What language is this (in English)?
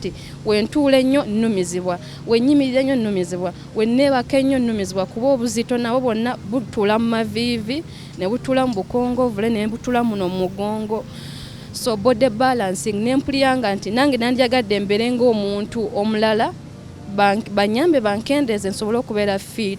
Ganda